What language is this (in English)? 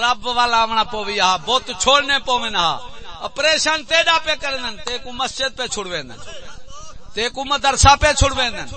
Saraiki